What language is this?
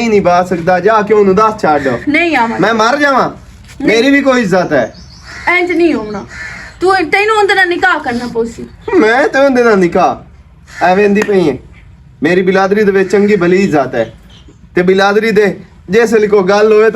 Western Panjabi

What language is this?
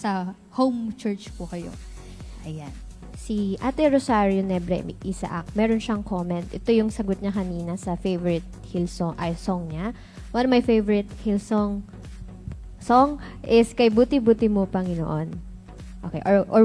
Filipino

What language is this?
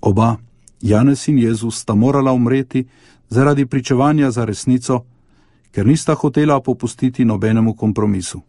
Slovenian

